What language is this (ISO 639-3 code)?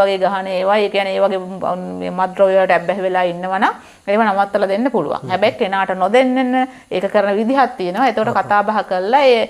sin